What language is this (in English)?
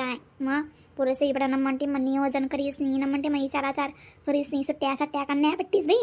Khandesi